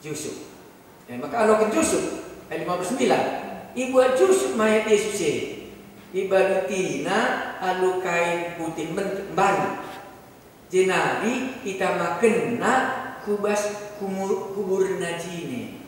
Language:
Batak Karo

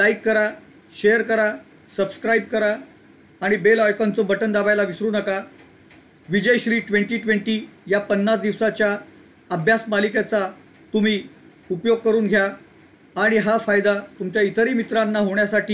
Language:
Marathi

